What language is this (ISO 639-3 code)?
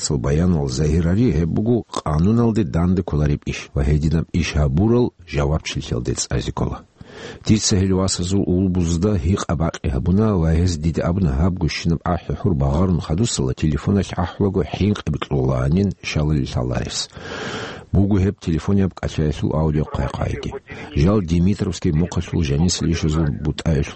ava